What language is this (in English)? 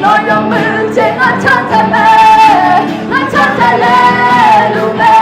Akha